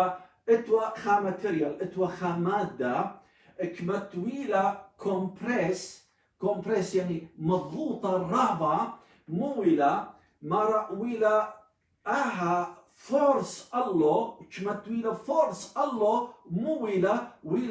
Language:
Assyrian Neo-Aramaic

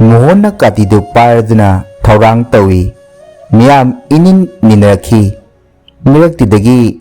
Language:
Manipuri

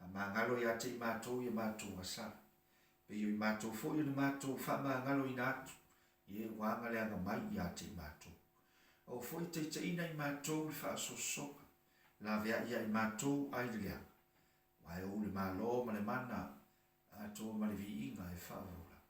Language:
Samoan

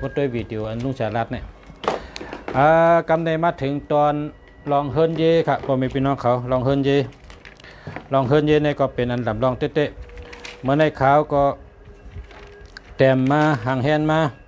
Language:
Shan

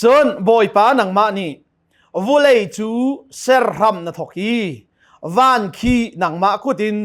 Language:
Hakha Chin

